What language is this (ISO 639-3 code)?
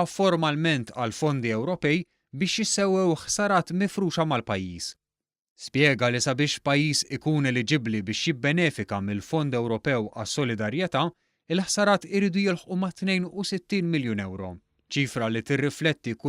mlt